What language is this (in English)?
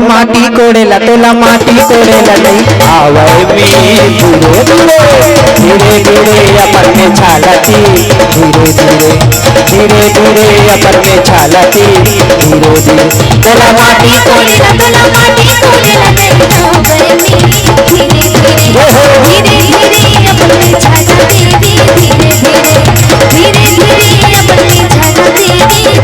Chhattisgarhi